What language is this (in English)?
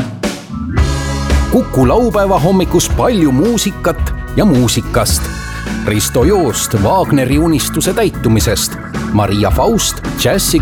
Estonian